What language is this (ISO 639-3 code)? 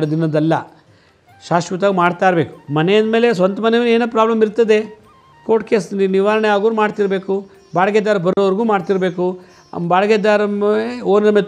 kan